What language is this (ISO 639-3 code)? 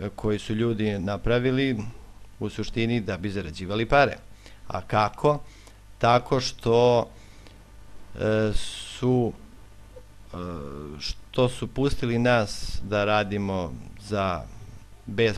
srp